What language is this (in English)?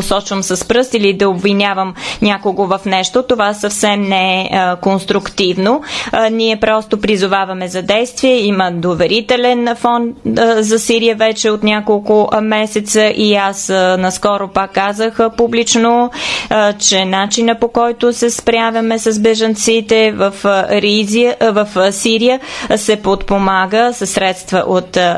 Bulgarian